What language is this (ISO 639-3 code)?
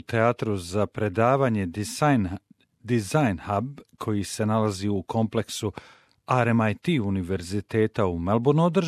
bos